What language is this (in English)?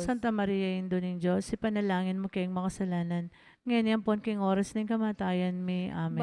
Pampanga